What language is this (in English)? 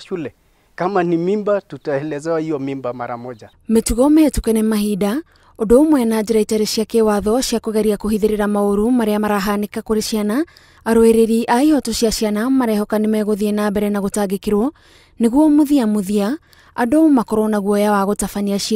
Kikuyu